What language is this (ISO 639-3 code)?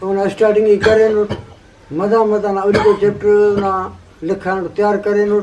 brh